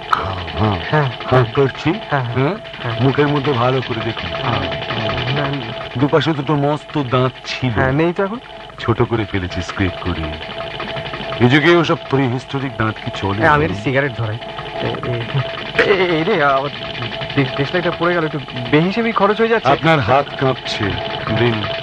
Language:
Bangla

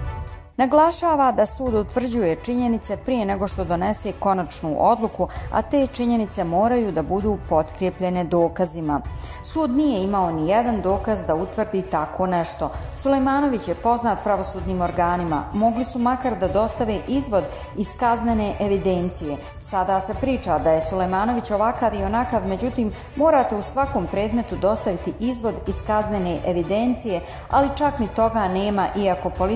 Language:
Bosnian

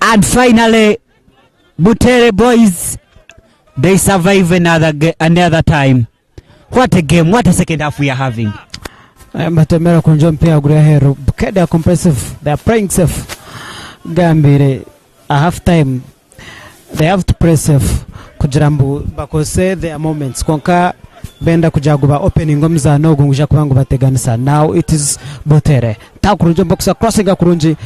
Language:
Nyankole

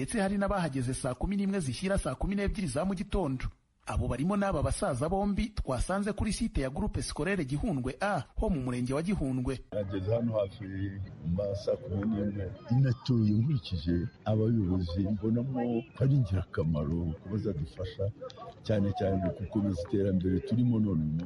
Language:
Kinyarwanda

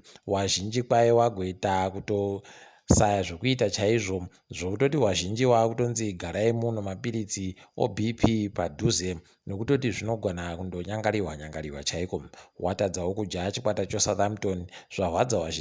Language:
Ndau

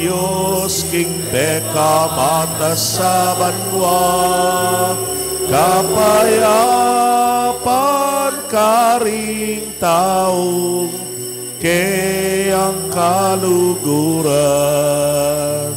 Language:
Pampanga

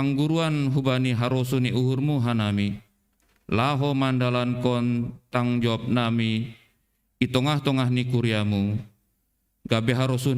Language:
Batak Simalungun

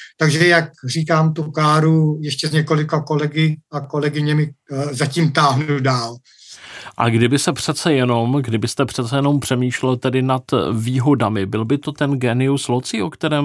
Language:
Czech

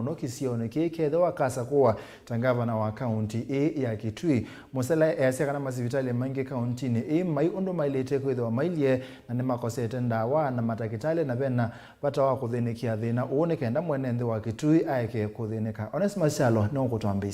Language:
Kamba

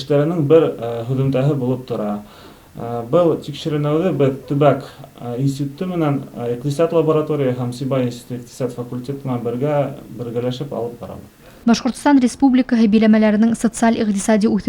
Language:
Bashkir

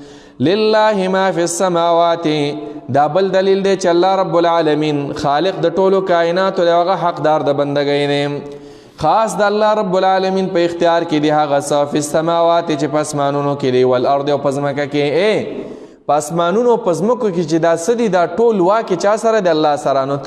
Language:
Pashto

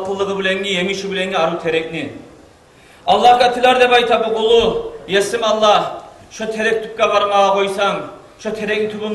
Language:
Kumyk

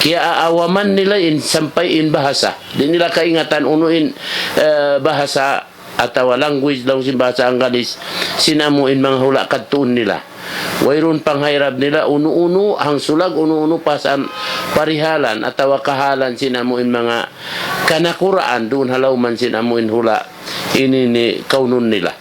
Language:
Tausug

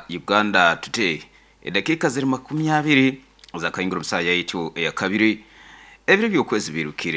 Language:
Nyoro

